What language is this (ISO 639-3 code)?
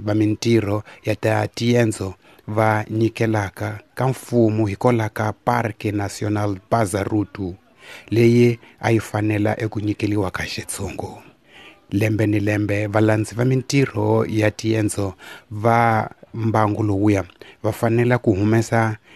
tso